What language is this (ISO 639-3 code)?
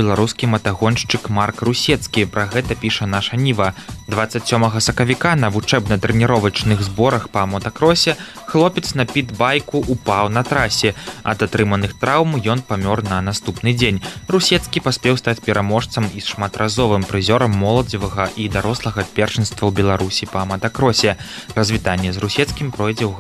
bel